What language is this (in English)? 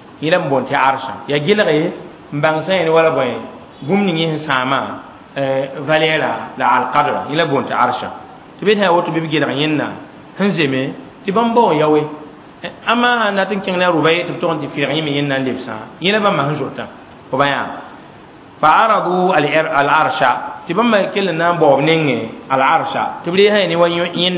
Mossi